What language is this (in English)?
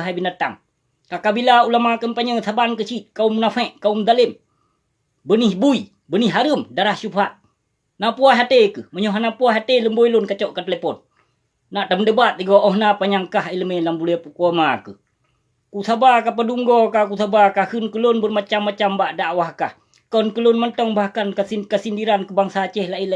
Achinese